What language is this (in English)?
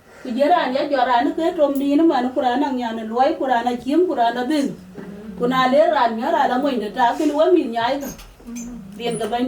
Dinka